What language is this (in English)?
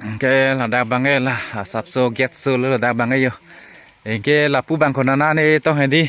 Karbi